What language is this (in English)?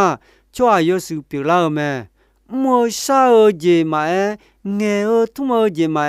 Akha